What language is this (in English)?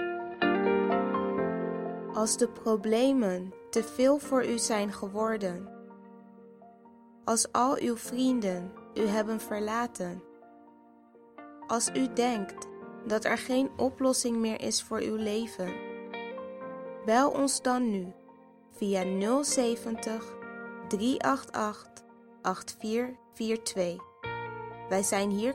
Dutch